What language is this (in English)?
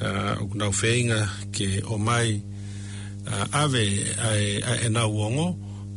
Tongan